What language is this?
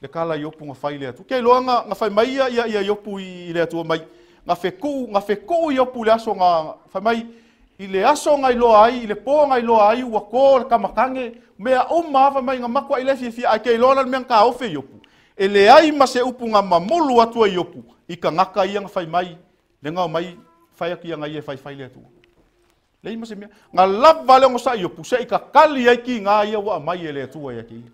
Samoan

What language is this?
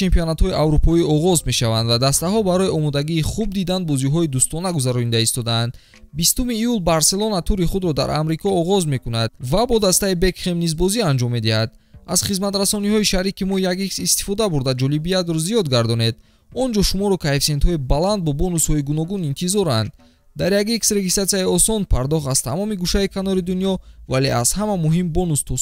Tajik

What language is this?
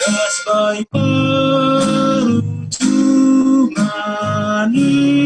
Batak Simalungun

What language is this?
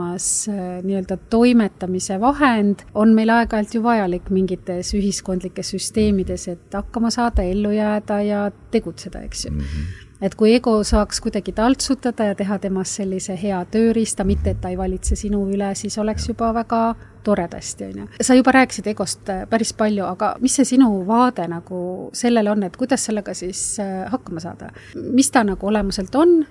Estonian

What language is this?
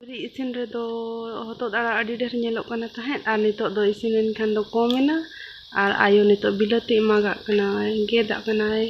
Santali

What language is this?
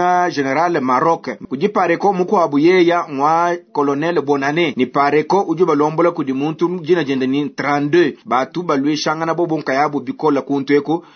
Luba-Lulua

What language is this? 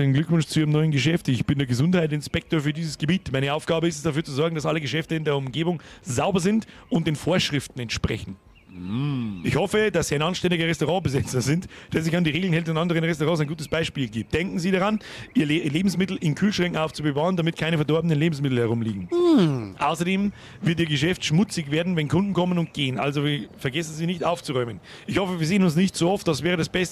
Bavarian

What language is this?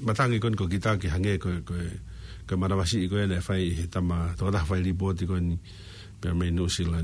Tongan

